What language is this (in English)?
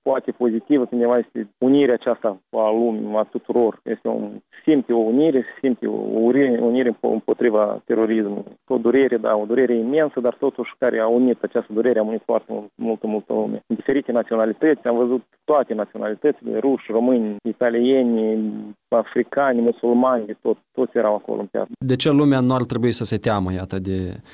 Romanian